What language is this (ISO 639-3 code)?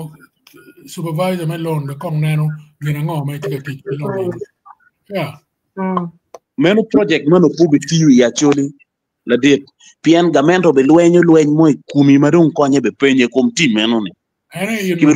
ach